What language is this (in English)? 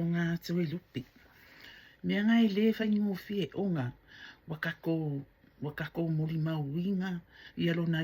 Samoan